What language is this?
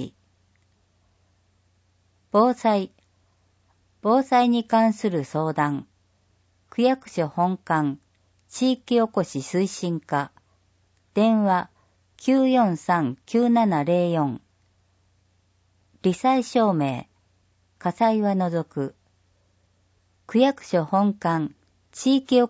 Japanese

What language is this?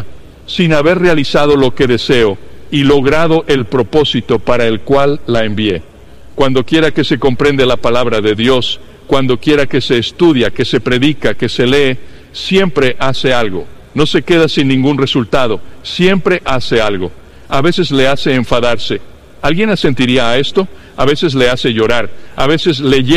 Spanish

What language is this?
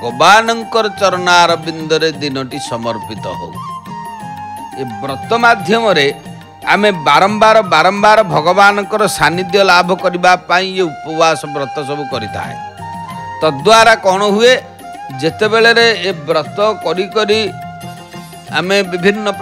Odia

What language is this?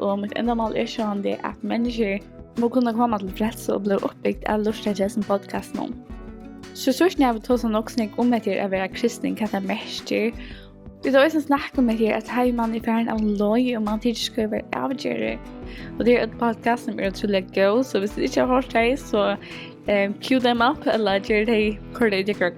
Faroese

